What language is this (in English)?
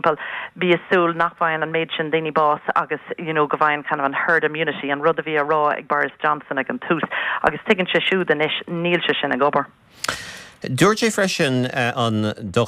Irish